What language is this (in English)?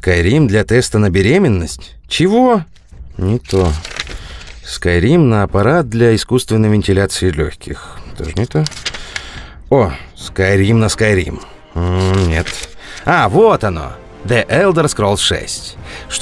Russian